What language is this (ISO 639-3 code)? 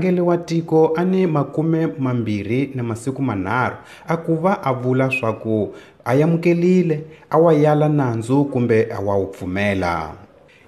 tso